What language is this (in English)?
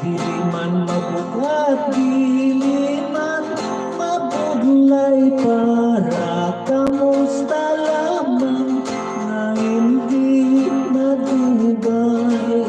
Hiligaynon